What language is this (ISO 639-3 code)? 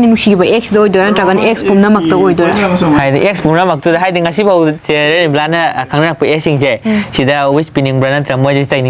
mni